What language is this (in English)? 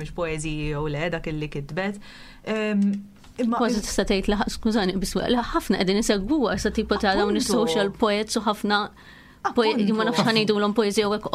Maltese